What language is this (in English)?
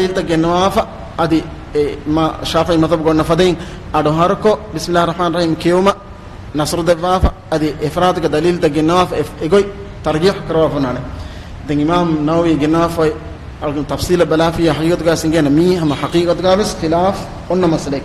Divehi